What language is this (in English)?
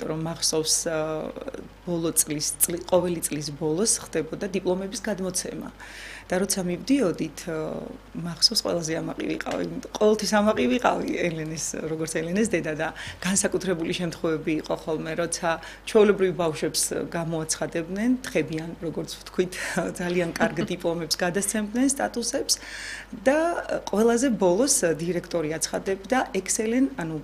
Georgian